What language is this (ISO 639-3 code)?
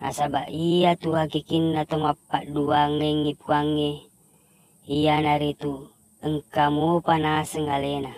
bug